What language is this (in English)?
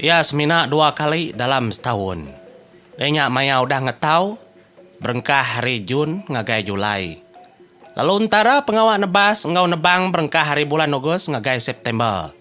Iban